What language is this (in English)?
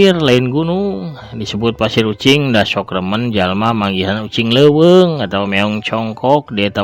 Sundanese